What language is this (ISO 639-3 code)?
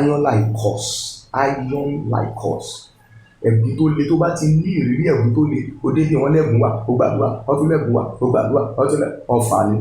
yor